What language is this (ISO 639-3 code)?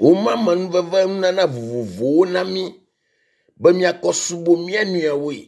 ewe